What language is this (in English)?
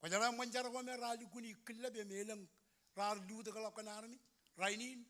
Marshallese